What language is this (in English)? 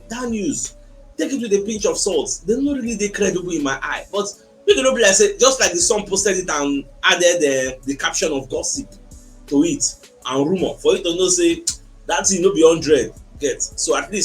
Nigerian Pidgin